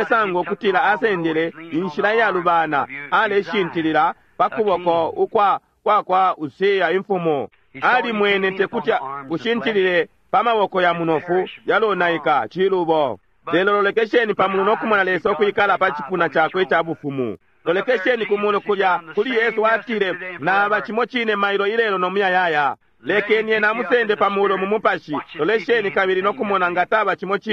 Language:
Bemba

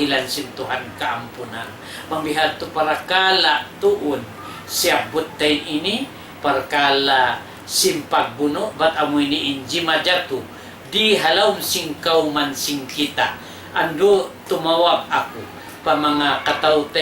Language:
Tausug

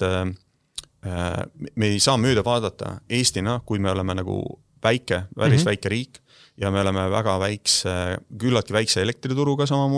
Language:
Estonian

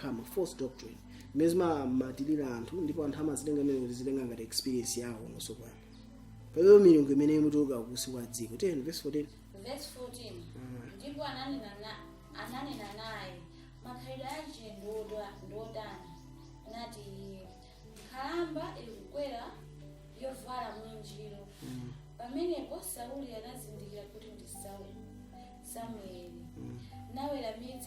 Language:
Nyanja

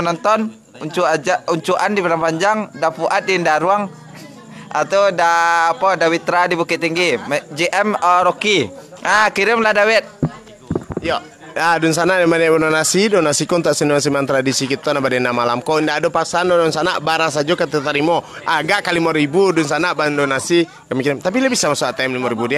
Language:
Minangkabau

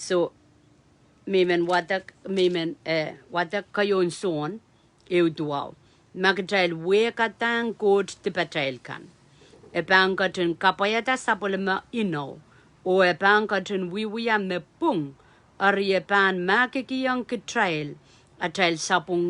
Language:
Pohnpeian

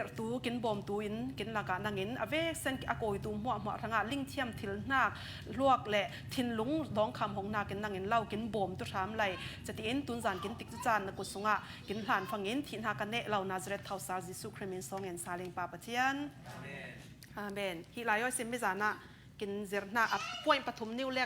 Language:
Falam Chin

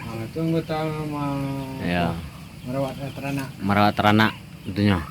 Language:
Minangkabau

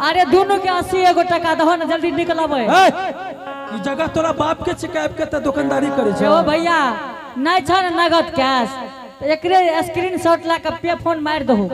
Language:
Angika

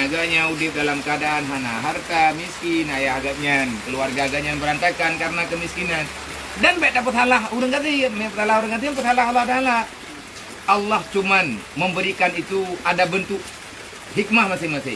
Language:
Achinese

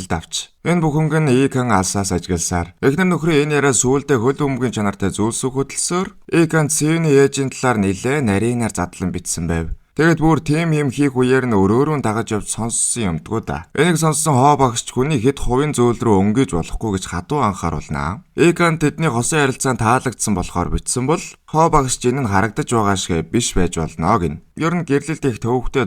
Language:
Mongolian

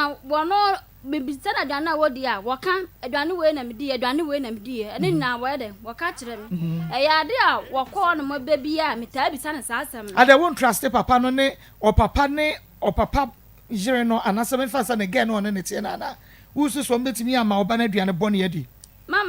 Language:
Akan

